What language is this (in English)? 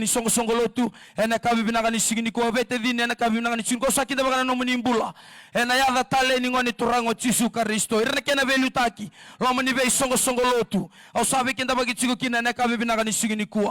Fijian